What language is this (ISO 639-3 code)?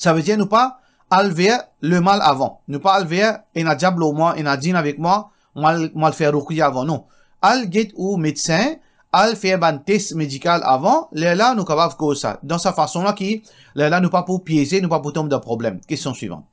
mfe